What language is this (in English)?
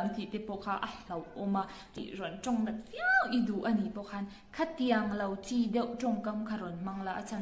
Mizo